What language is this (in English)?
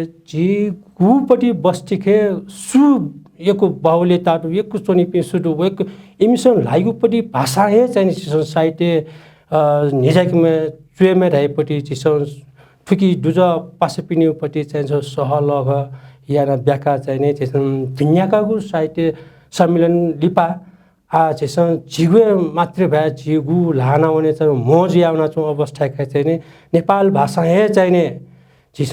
Newari